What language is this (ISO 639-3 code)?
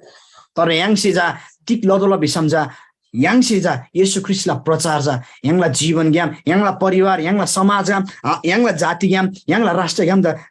taj